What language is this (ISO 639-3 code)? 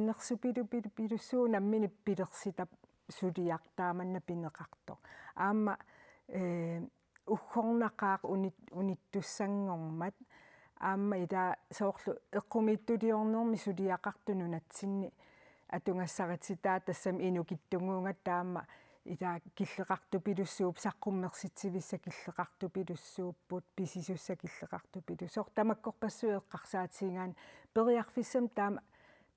kal